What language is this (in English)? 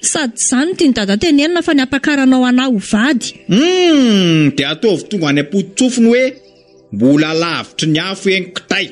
Malagasy